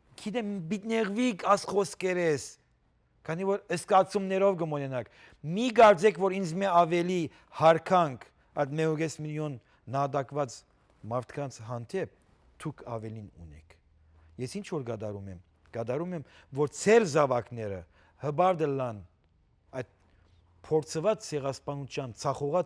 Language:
Western Armenian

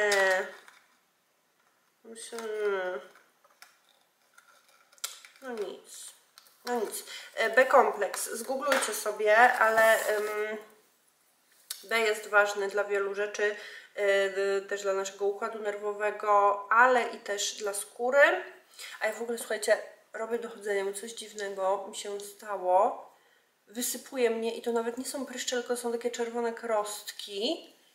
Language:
Polish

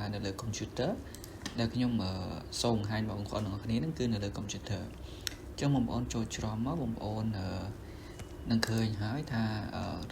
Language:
Khmer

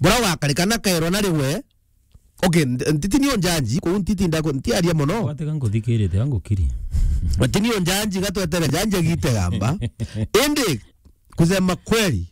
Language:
Meru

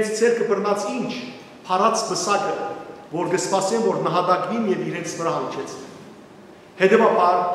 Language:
Western Armenian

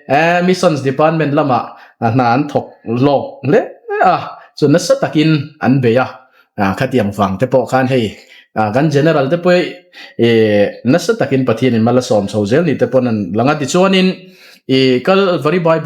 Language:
Mizo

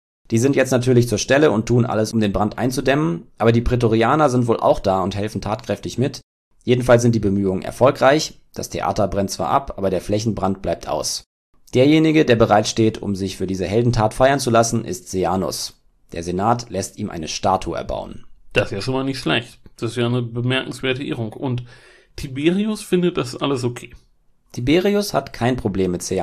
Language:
German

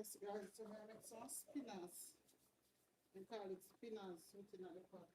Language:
Jamaican Creole English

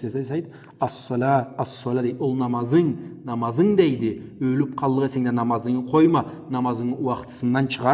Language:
Karachay-Balkar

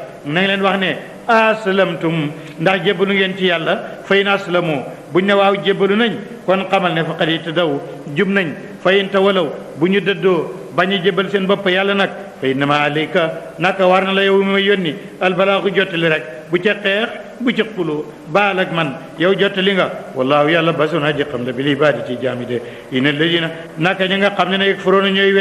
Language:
Wolof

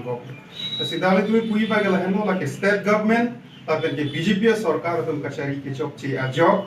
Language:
Karbi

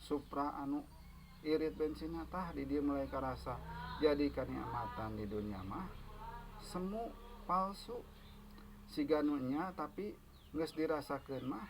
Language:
Sundanese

